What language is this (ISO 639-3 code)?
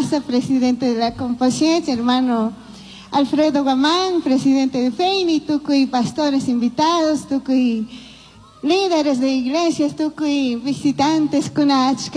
qug